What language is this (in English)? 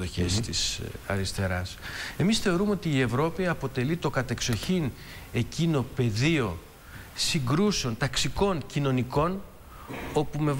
Greek